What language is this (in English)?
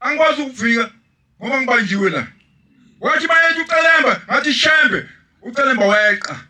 Zulu